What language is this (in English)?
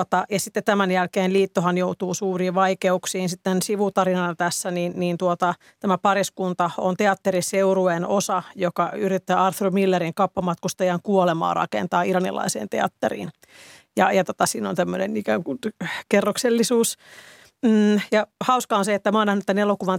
Finnish